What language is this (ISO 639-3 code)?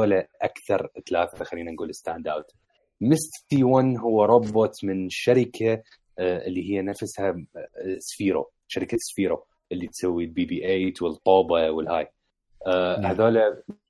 acm